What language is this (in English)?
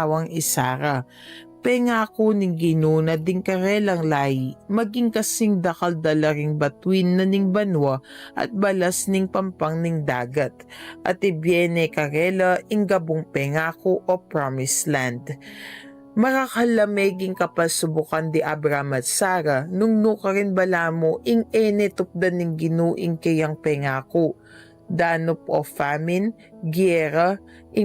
Pampanga